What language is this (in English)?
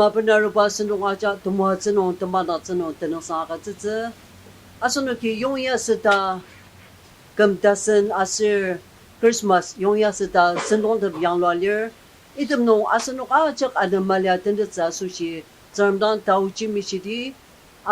Ao Naga